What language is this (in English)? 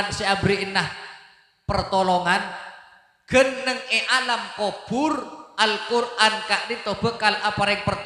Madurese